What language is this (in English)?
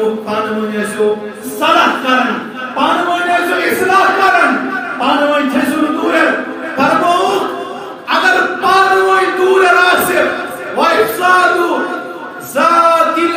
Kashmiri